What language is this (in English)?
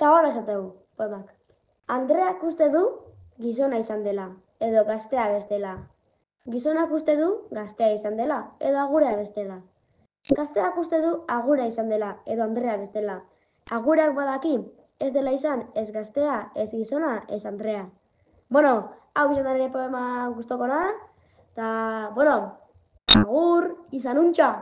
Basque